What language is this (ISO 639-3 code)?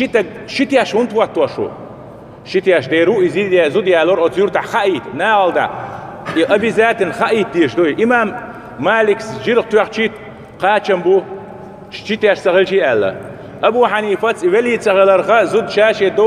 che